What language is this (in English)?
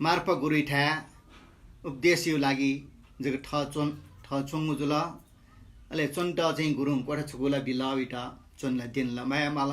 Newari